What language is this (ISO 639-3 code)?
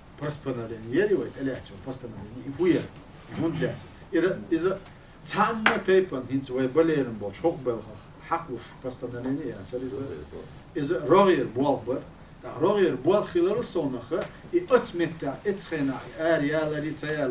che